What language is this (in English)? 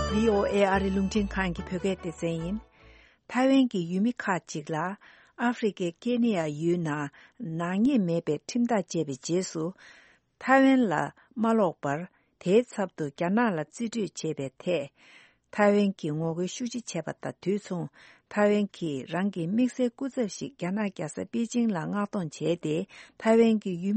Tibetan